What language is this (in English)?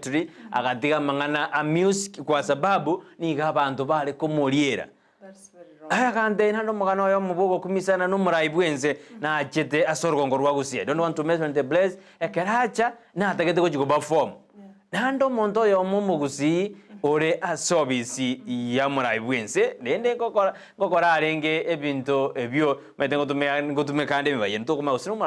Gusii